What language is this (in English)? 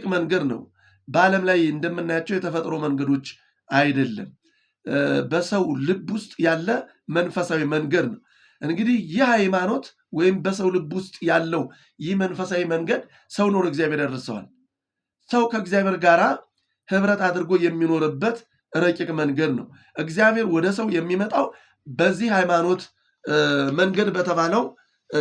Amharic